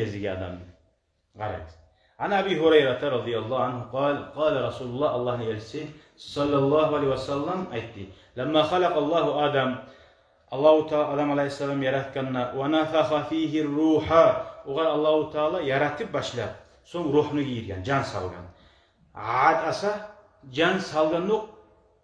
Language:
Kumyk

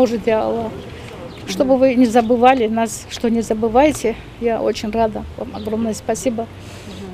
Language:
Russian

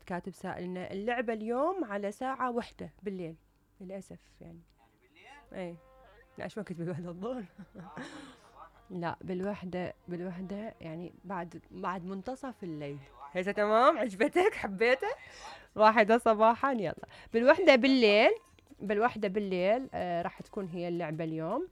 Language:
Mesopotamian Arabic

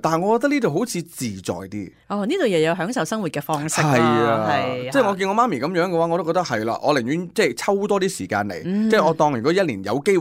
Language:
Cantonese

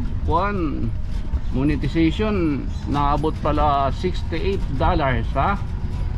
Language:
Waray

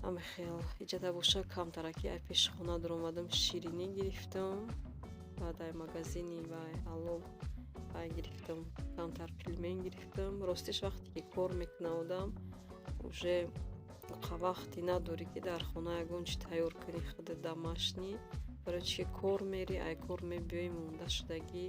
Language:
Tajik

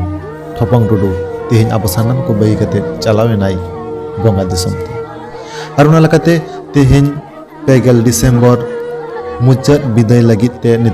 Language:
Santali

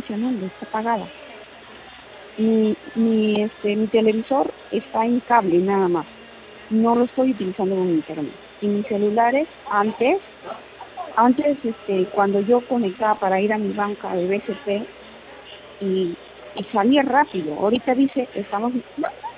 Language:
Spanish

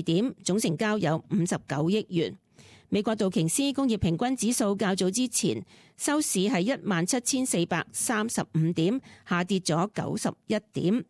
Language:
Cantonese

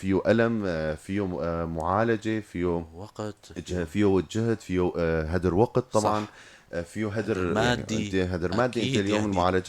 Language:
North Levantine Arabic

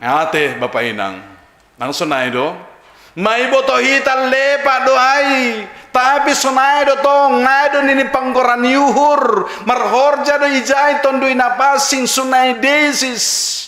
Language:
Batak Simalungun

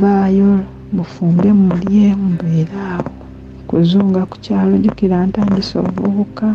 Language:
Ganda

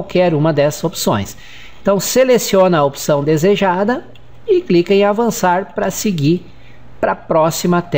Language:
Portuguese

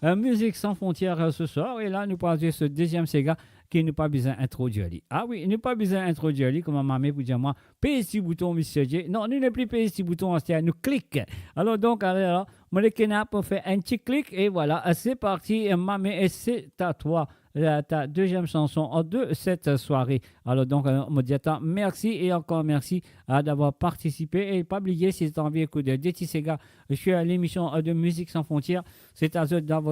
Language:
Morisyen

